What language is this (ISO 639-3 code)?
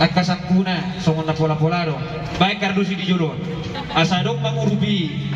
bbc